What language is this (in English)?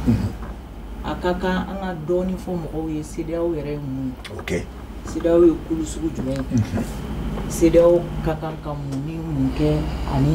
Bambara